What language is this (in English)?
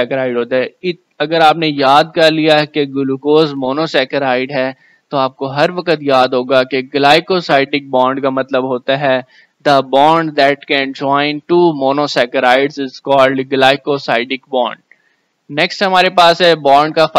Hindi